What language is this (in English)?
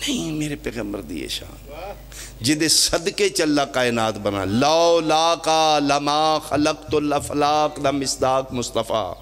Pahari-Potwari